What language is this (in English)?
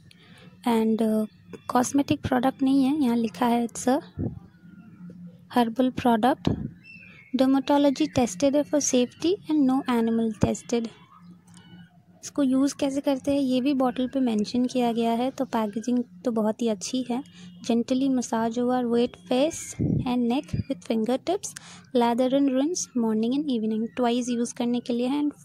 Hindi